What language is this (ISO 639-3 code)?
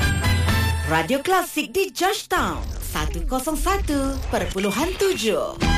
msa